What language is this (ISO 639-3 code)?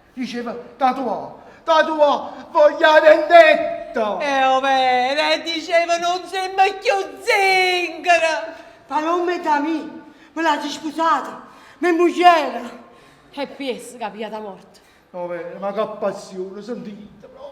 nap